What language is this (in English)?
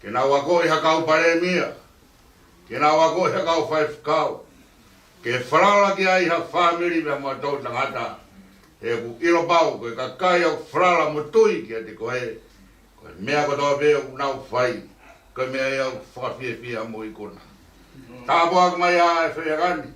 Tongan